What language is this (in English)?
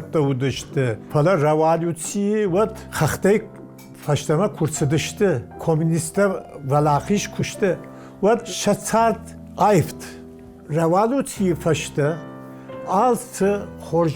Ossetic